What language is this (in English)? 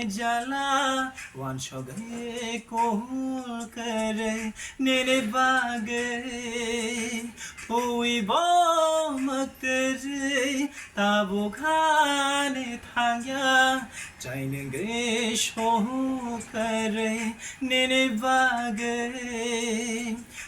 Kok Borok